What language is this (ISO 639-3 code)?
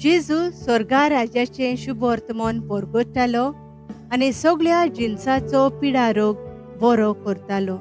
kok